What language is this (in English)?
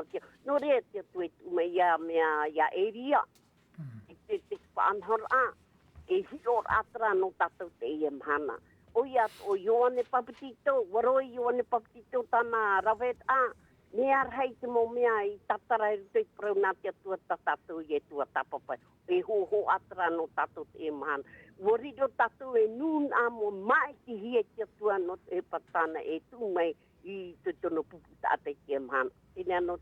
Tahitian